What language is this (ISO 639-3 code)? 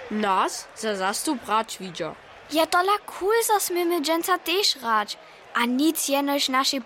hsb